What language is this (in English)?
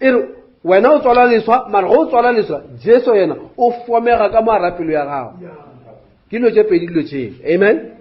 Northern Sotho